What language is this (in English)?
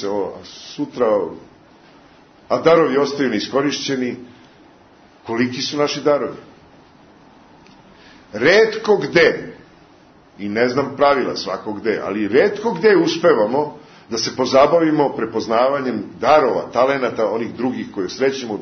Serbian